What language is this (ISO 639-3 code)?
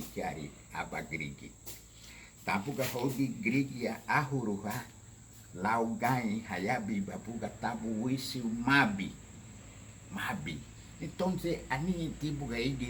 cab